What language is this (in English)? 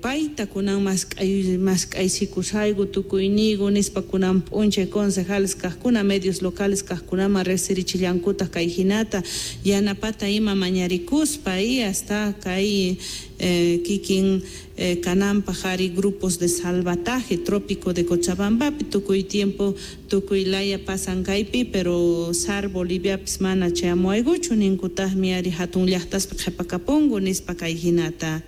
South Bolivian Quechua